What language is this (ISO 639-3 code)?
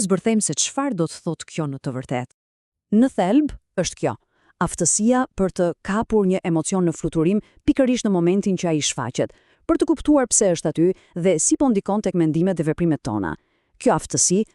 sqi